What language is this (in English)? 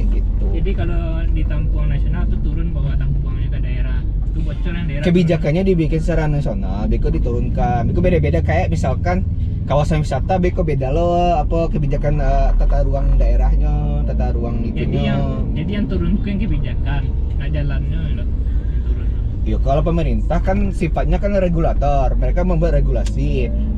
Minangkabau